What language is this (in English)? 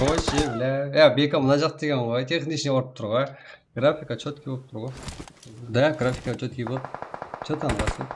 Kara-Kalpak